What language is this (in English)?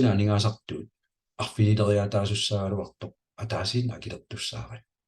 Kalaallisut